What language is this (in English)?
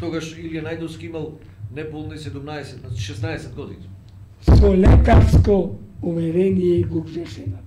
Macedonian